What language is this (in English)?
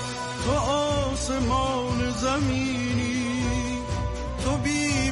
Persian